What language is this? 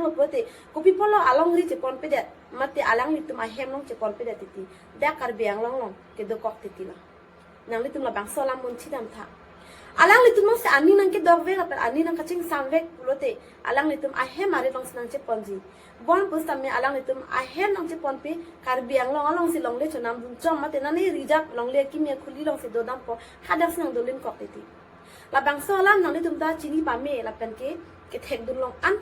Karbi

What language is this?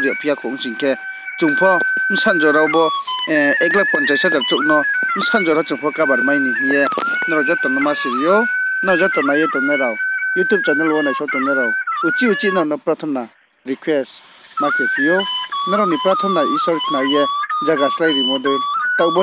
Riang (India)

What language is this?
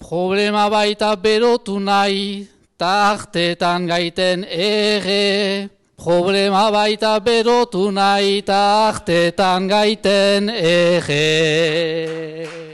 Basque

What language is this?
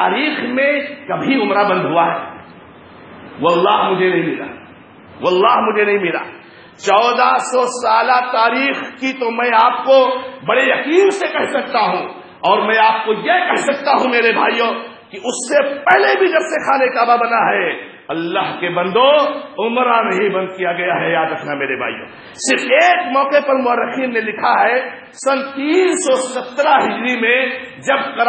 Urdu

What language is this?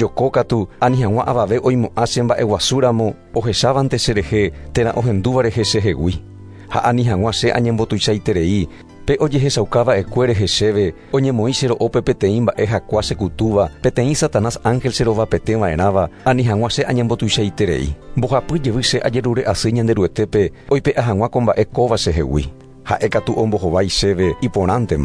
Guarani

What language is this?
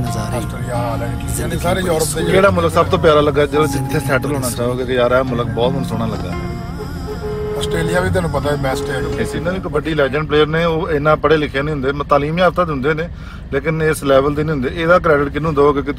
Punjabi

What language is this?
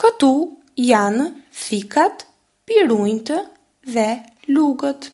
Albanian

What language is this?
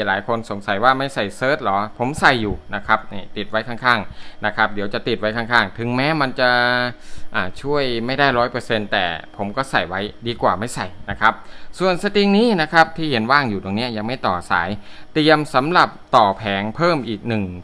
Thai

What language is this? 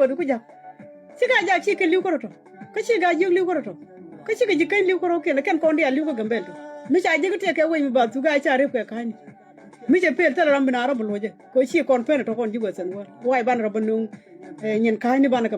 Nuer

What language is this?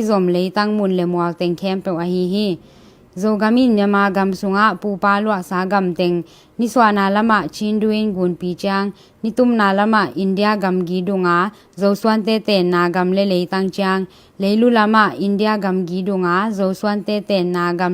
Tedim Chin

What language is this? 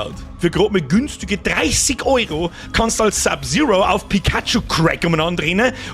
Bavarian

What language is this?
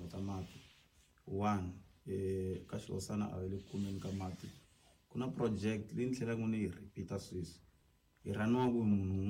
Tsonga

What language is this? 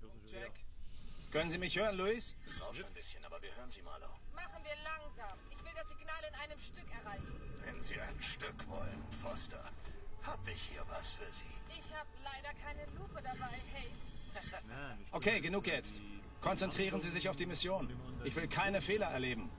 Bavarian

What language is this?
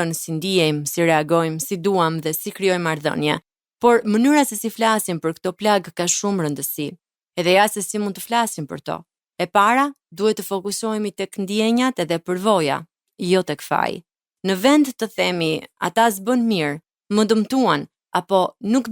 Albanian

